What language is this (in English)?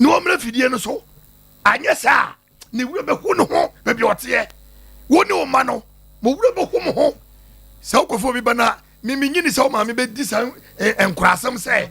Akan